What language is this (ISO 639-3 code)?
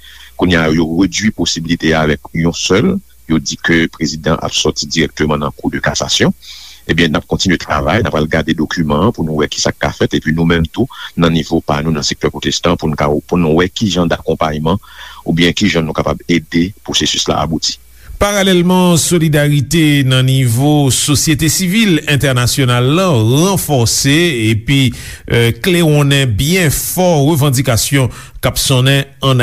hat